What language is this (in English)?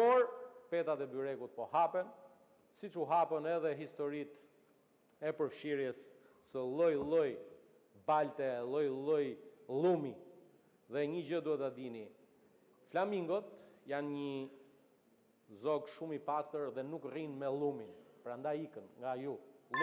Albanian